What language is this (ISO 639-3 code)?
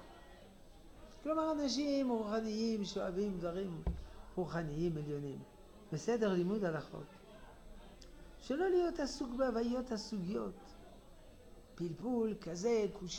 heb